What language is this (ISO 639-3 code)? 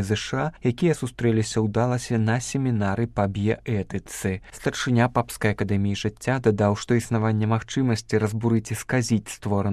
bel